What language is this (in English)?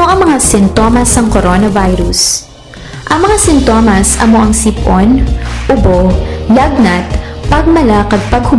Hiligaynon